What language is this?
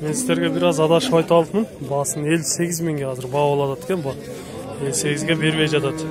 Kyrgyz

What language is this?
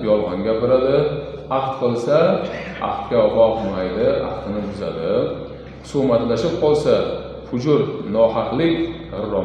Uzbek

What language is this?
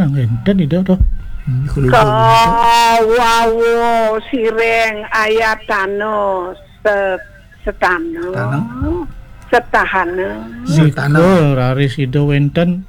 Balinese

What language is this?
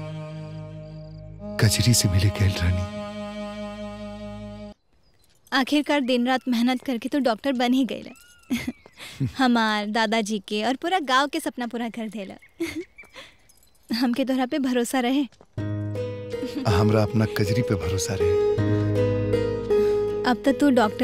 Bhojpuri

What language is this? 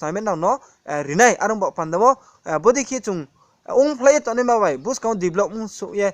Riang (India)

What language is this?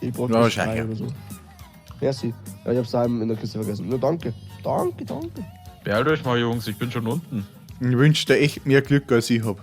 Bavarian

